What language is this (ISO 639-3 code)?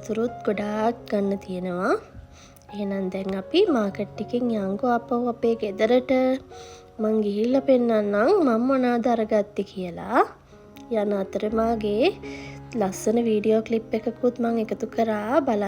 sin